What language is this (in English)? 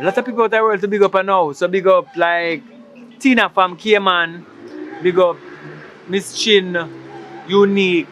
Jamaican Creole English